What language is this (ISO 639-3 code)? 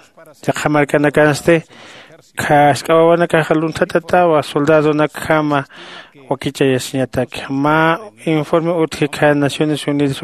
aym